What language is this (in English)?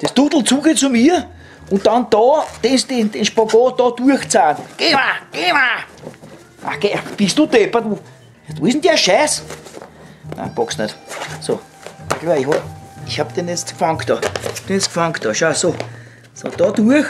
Bavarian